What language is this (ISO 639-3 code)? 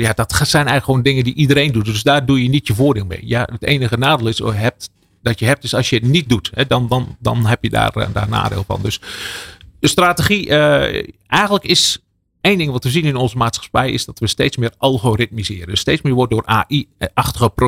nld